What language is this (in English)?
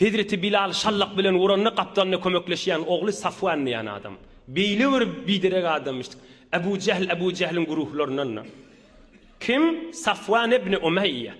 Turkmen